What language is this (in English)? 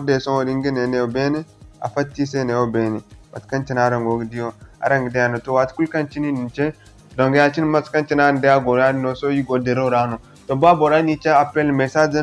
Zarma